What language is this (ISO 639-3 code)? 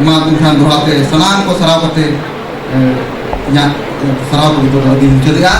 sat